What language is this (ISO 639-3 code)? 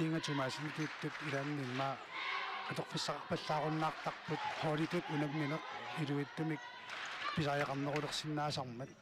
kal